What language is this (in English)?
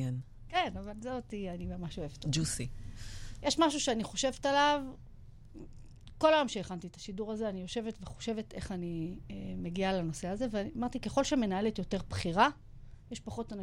Hebrew